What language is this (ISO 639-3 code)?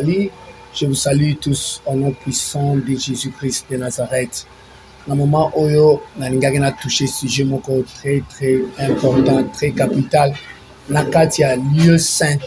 lin